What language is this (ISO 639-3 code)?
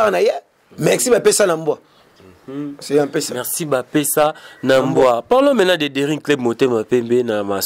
lin